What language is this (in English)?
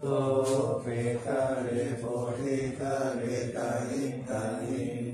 Pali